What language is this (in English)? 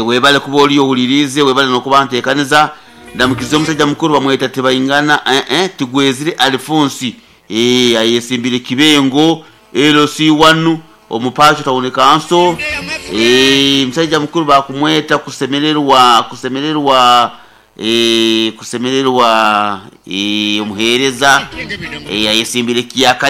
Nyoro